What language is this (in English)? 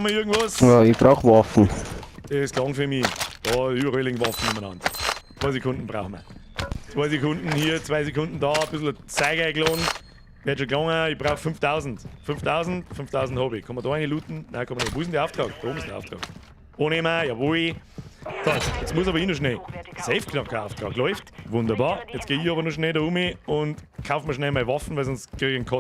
Bavarian